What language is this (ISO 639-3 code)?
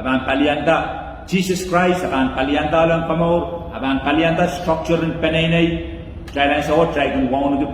pon